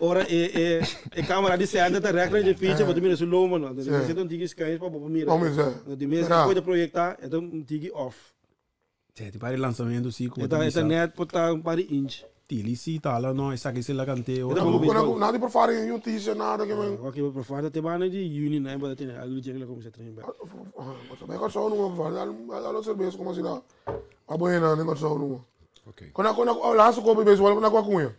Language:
Papiamento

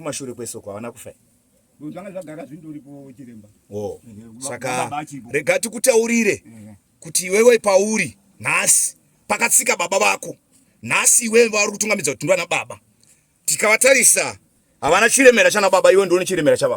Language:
Shona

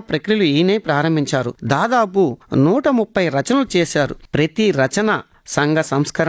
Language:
Telugu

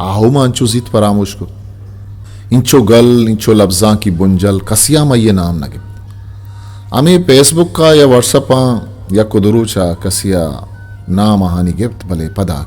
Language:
Eastern Balochi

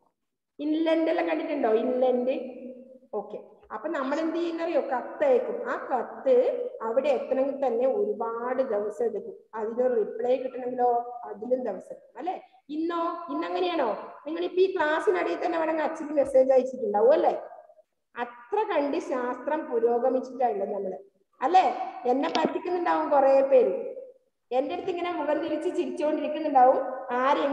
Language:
Malayalam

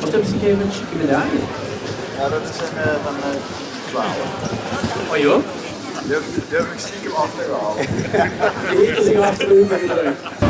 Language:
Limburgish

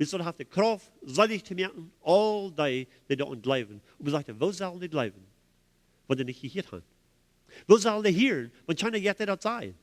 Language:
Plautdietsch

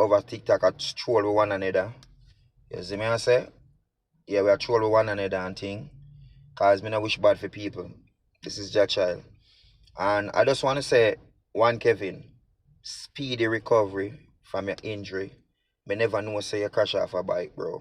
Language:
Jamaican Creole English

